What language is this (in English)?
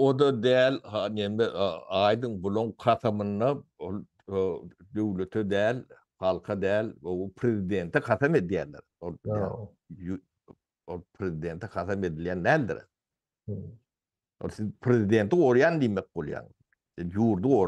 Turkmen